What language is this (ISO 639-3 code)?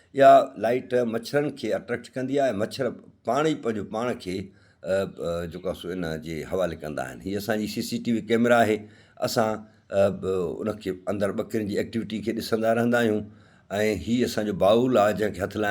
snd